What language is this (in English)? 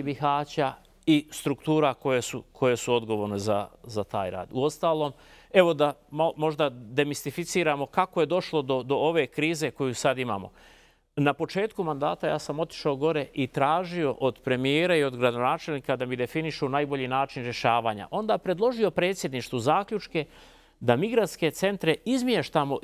Bosnian